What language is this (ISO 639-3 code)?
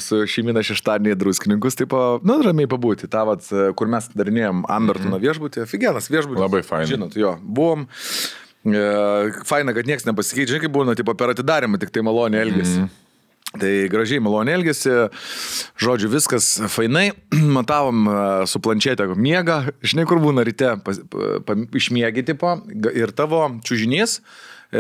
lit